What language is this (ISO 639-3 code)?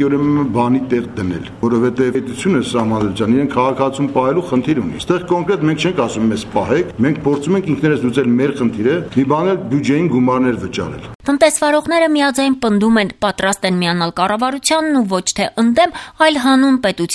hye